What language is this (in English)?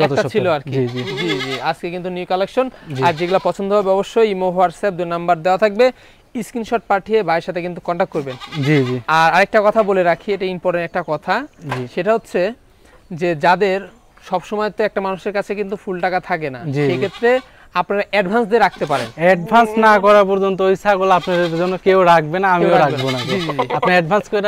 Bangla